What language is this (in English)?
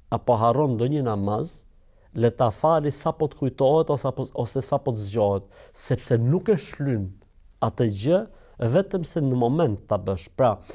Albanian